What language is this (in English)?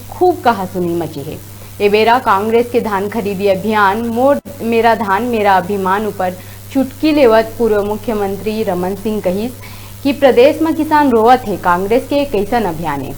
Chhattisgarhi